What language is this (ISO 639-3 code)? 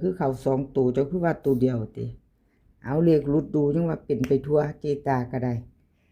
tts